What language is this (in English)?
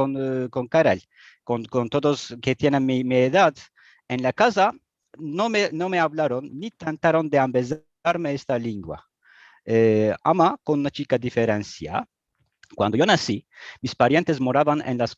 Ladino